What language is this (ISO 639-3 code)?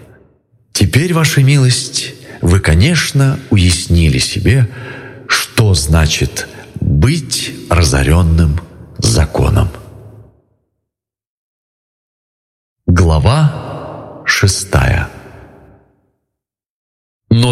rus